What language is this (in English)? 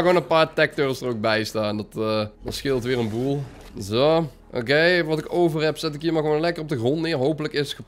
Dutch